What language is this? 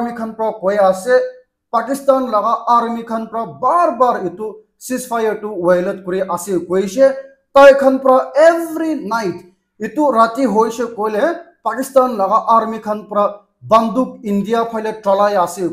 Naga Pidgin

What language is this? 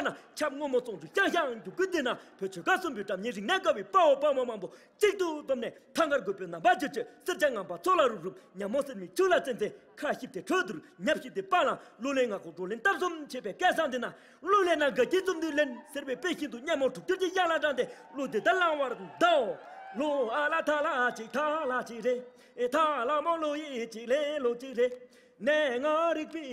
Tibetan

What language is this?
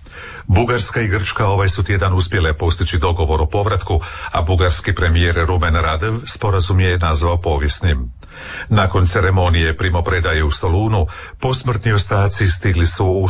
Croatian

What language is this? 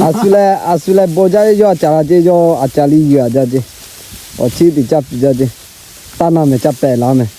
Lahu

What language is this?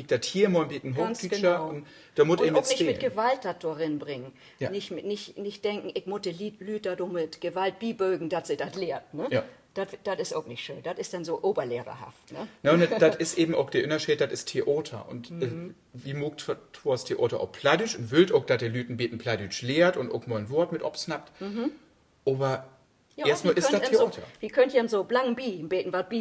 Low German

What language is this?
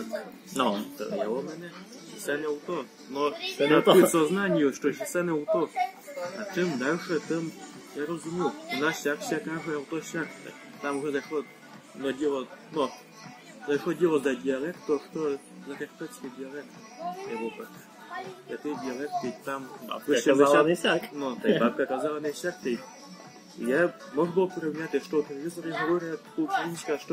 Rusyn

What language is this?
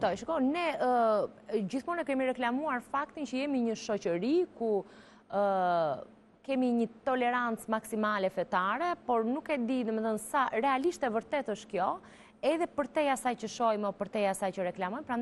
Albanian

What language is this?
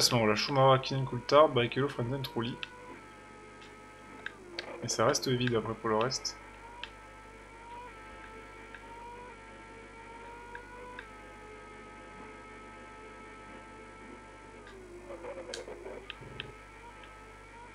French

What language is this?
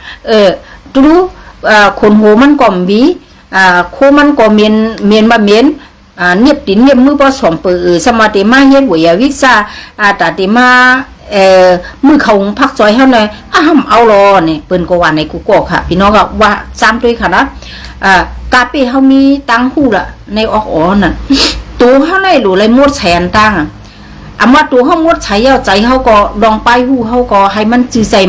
Shan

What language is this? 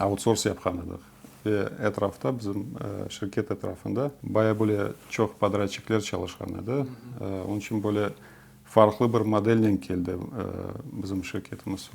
Crimean Tatar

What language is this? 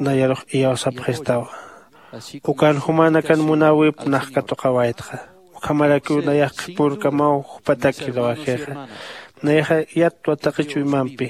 Aymara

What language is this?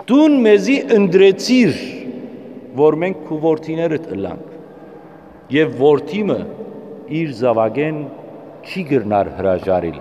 Western Armenian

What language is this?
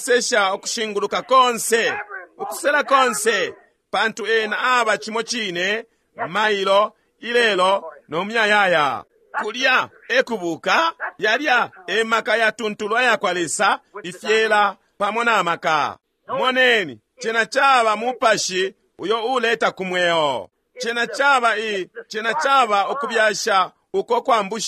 Bemba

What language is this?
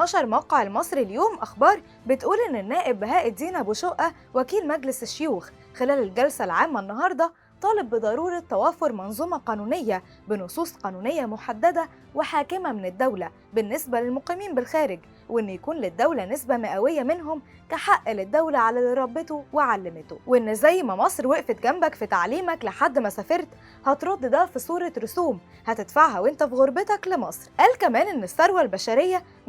Egyptian Arabic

